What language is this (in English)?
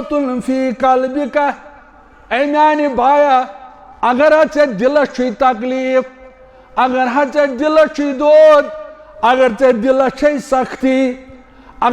Kashmiri